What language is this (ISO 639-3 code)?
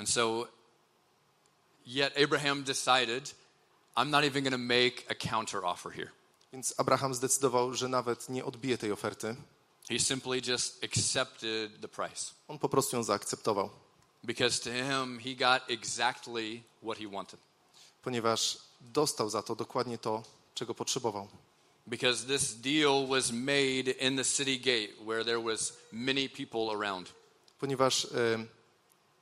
pol